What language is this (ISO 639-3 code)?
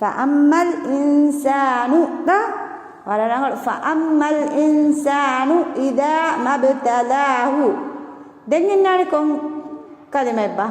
div